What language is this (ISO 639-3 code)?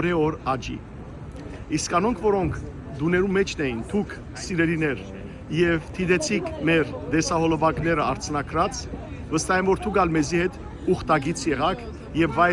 hyw